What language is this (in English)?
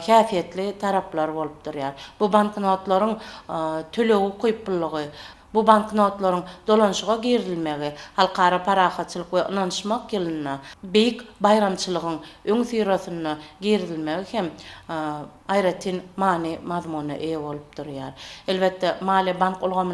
Turkmen